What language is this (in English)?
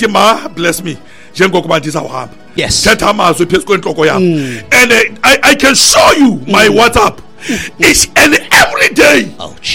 Xhosa